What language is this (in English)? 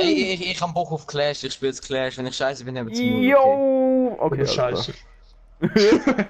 Swiss German